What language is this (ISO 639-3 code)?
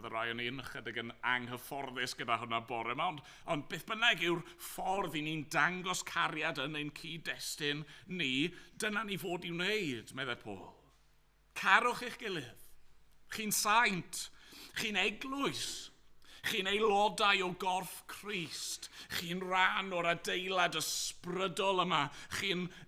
cym